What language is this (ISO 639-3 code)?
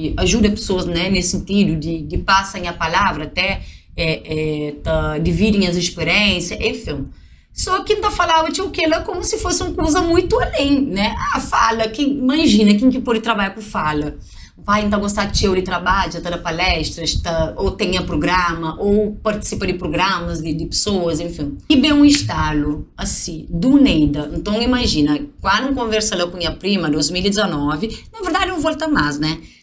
kea